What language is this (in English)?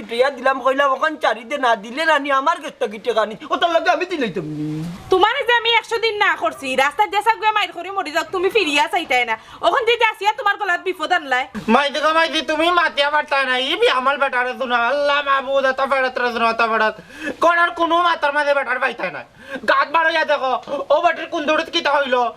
Sylheti